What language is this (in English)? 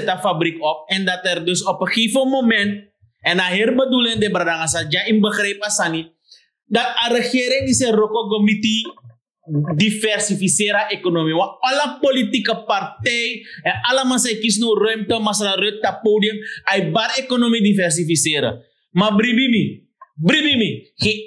Sranan Tongo